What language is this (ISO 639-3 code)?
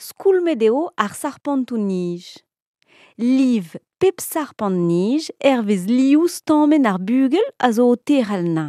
bre